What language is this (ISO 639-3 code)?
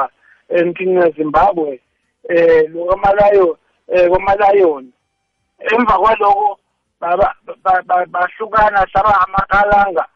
nbl